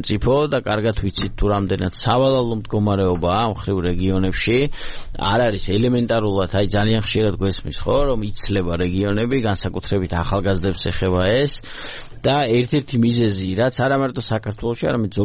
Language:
Georgian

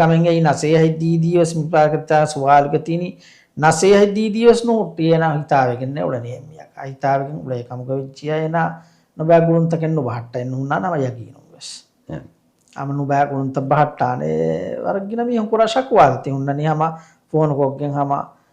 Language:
Divehi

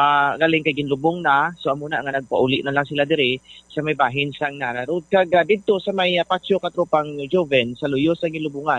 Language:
Hiligaynon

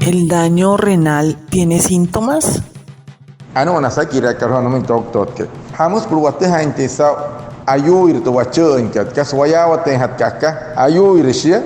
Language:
Wayuu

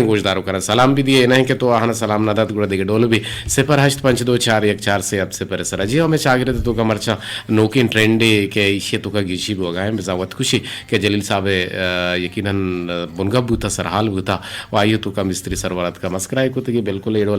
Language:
Eastern Balochi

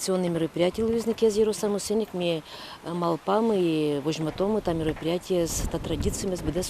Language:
Udmurt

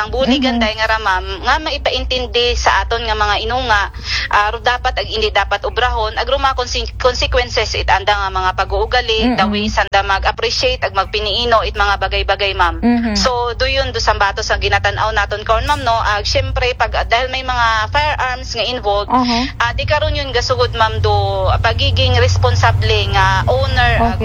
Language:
Aklanon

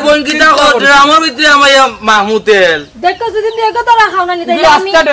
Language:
Sylheti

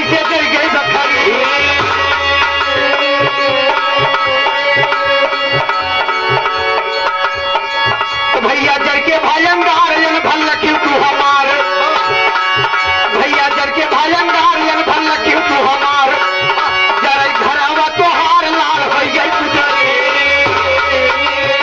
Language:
Bhojpuri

